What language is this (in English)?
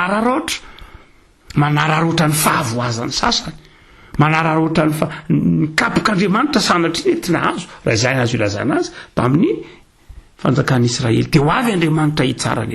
Malagasy